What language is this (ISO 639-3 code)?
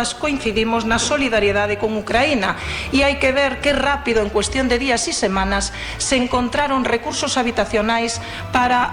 glg